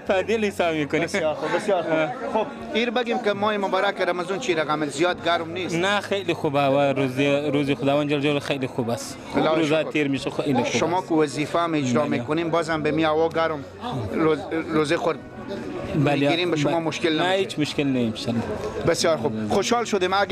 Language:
Persian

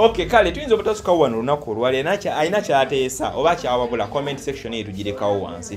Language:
Ganda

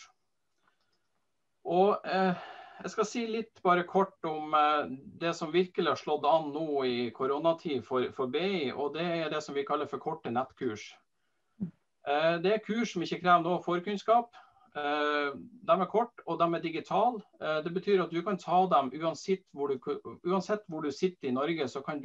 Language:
Norwegian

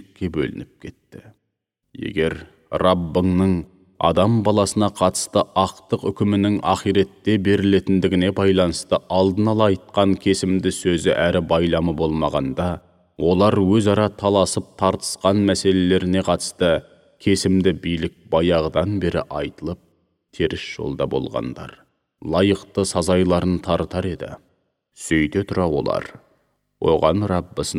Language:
Kazakh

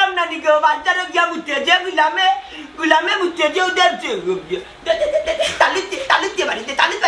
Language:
Sylheti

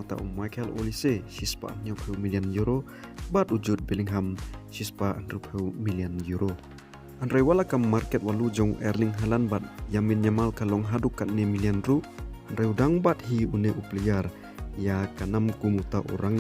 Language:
Khasi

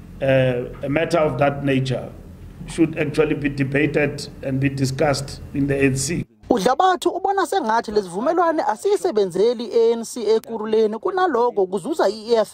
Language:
Zulu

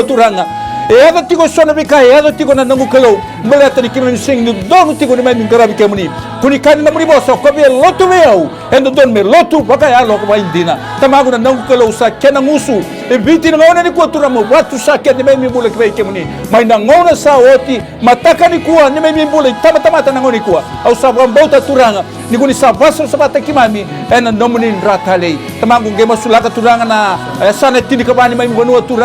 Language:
Fijian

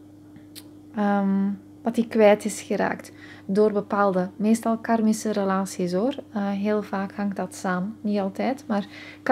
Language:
Dutch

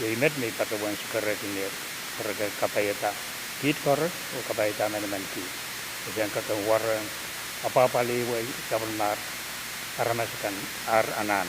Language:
Pohnpeian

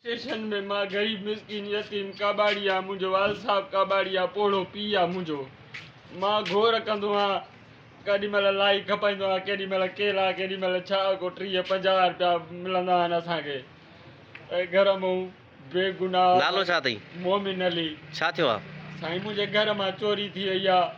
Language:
Sindhi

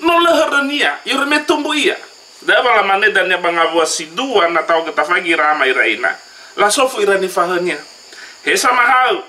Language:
Nias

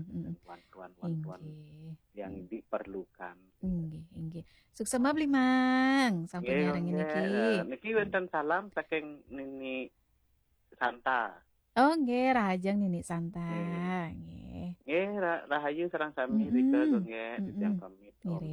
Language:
Balinese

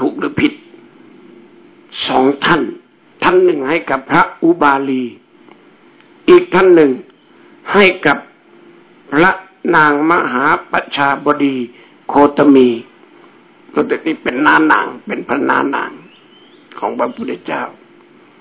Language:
Thai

